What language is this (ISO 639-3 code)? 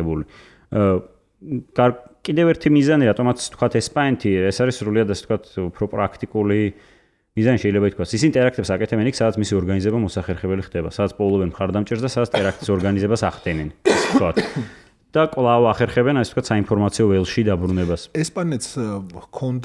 kat